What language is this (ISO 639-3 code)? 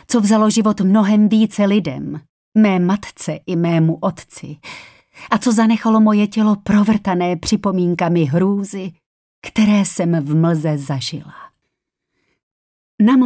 ces